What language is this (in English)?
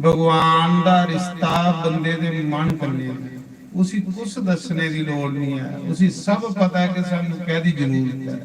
Dogri